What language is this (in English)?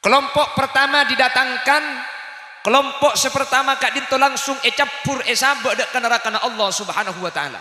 Madurese